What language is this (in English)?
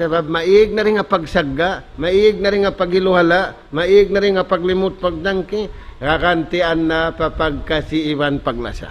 Tausug